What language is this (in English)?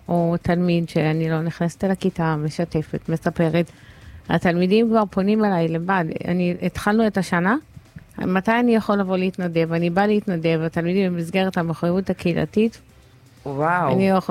Hebrew